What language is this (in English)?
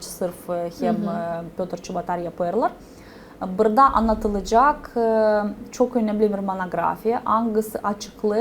Gagauz